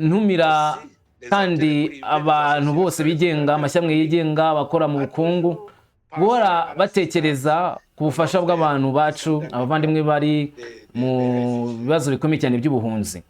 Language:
Kinyarwanda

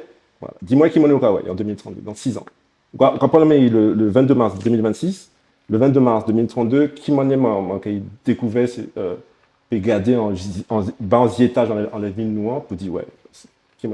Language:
Guadeloupean Creole French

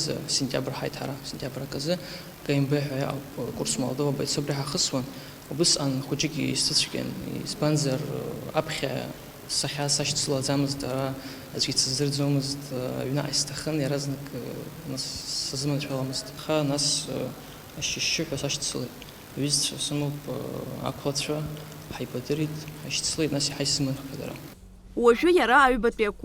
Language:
Abkhazian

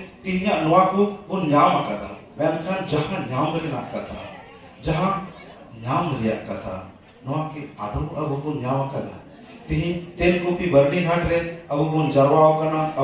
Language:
Santali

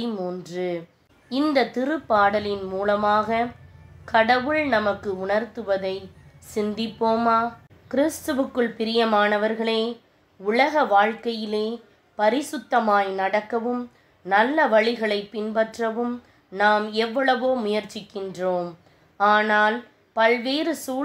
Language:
Tamil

